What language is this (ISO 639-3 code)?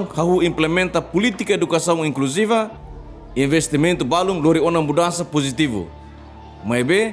tet